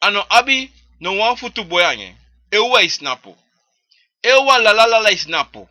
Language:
Sranan Tongo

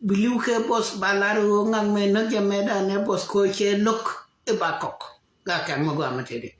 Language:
Nuer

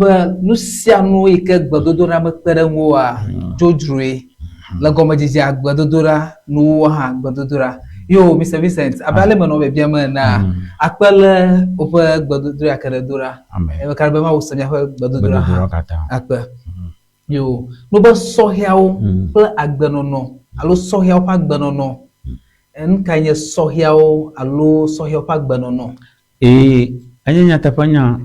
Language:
Ewe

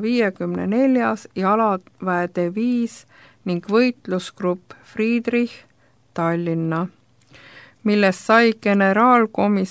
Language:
Estonian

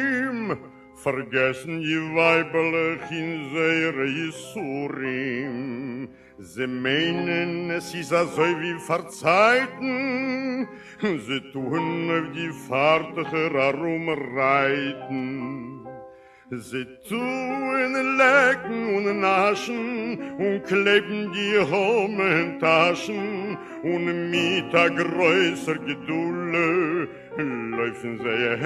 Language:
Yiddish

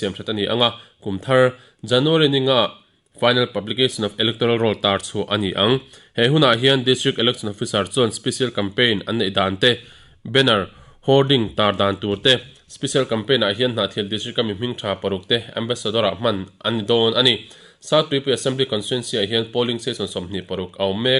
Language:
Mizo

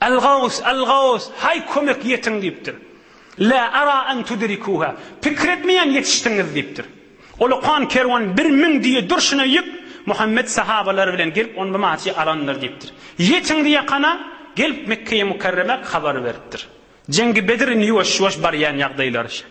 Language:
Turkmen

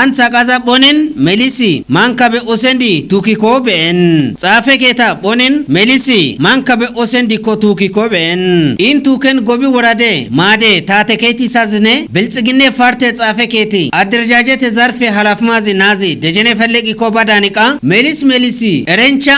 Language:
Kafa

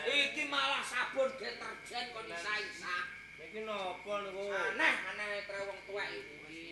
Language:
Javanese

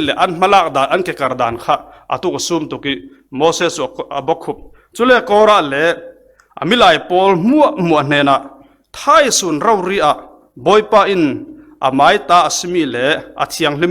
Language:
Falam Chin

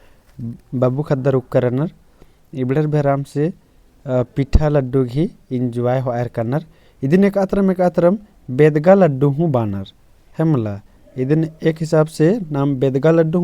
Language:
Kurukh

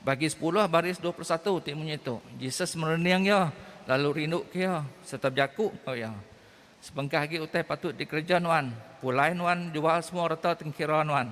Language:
Iban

